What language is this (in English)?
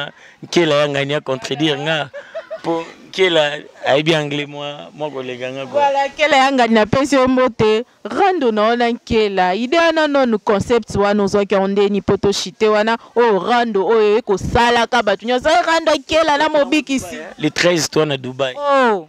Lingala